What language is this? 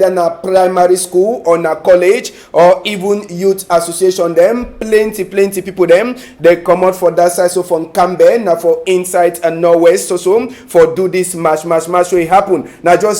Cameroon Pidgin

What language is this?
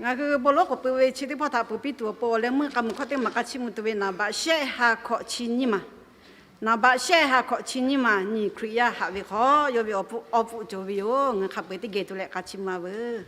Lahu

